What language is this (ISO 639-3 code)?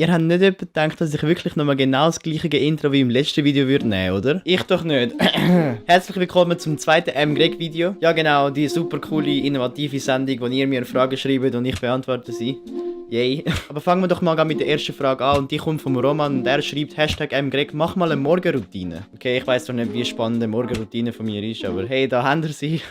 gsw